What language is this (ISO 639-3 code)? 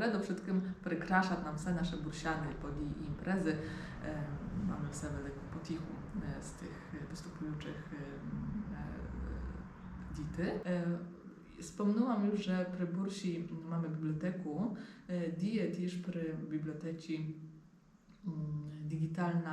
rue